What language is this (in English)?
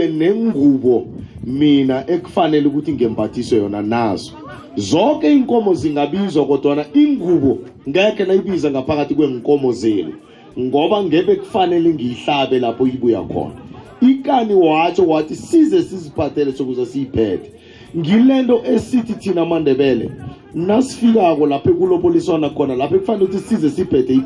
South Ndebele